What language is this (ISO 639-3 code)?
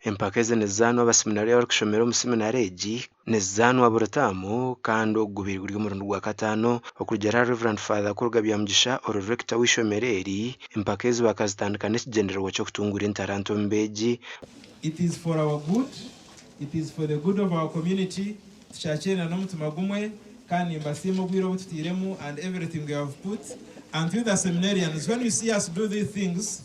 nyn